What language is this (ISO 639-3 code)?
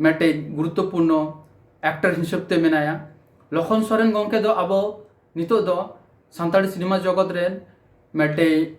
sat